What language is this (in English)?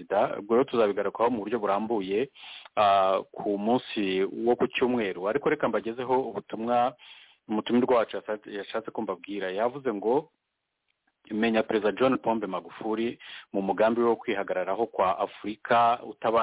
Kinyarwanda